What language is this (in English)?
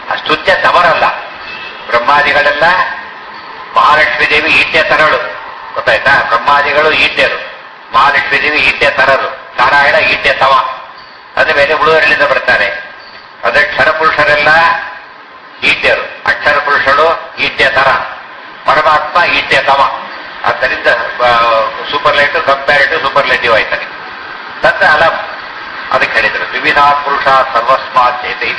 Kannada